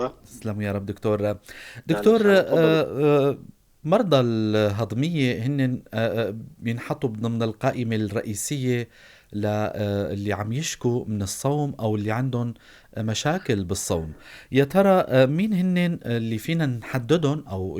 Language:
North Levantine Arabic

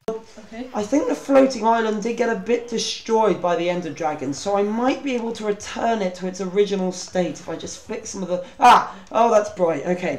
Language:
English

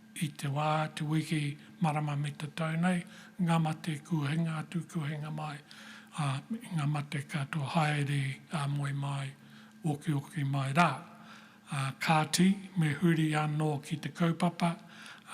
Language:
Māori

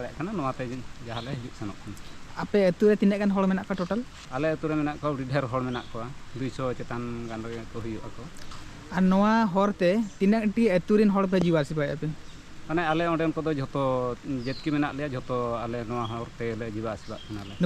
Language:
Santali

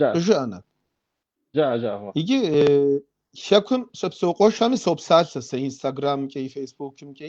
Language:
Kabardian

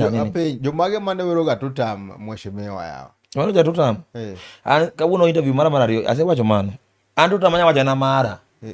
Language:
Luo (Kenya and Tanzania)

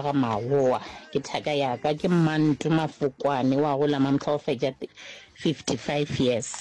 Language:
Northern Sotho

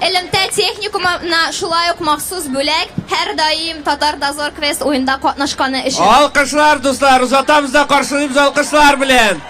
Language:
Tatar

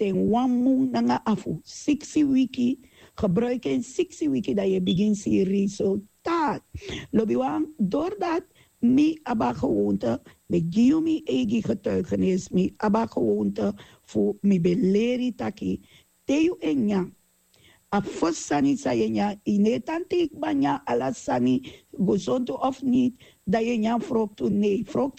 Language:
Sranan Tongo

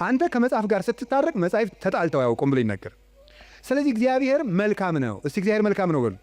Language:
Amharic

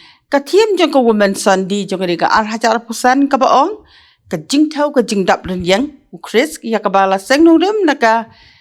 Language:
Khasi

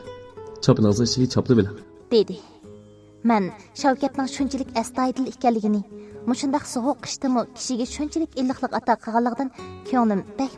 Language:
Uyghur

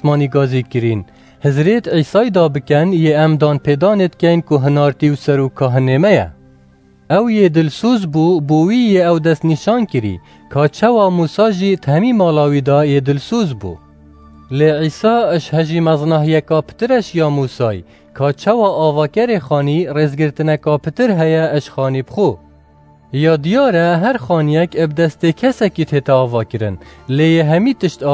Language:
Kurdish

